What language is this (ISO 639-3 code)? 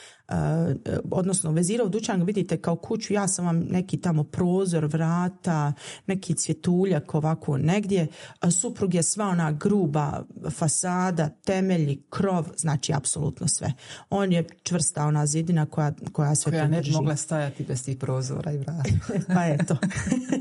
bos